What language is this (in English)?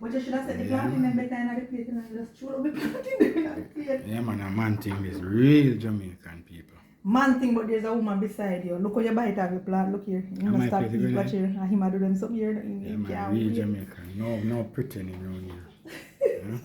Jamaican Creole English